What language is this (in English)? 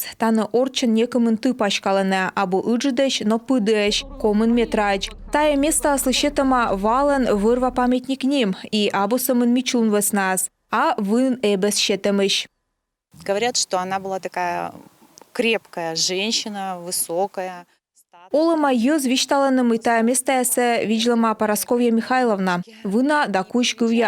Komi